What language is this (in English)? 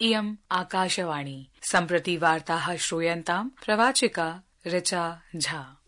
Sanskrit